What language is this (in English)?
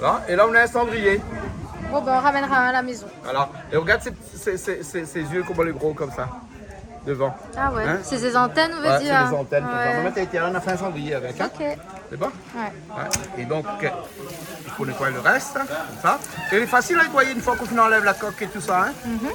Réunion Creole French